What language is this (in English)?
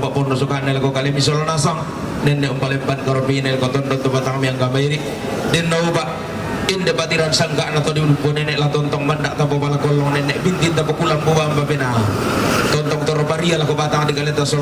Toraja-Sa'dan